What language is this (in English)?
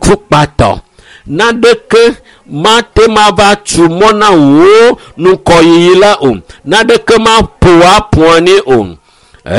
Ewe